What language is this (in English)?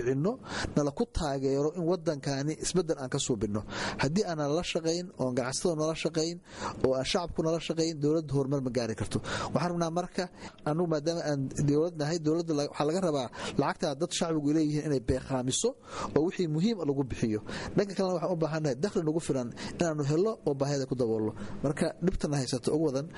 Somali